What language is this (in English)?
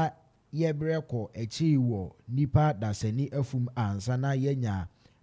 Akan